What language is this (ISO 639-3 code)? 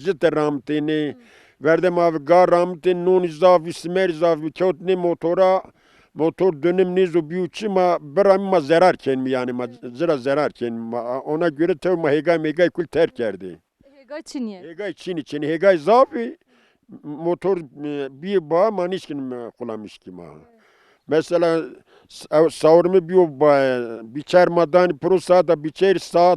zza